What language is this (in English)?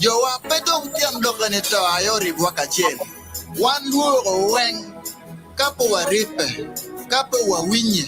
Acoli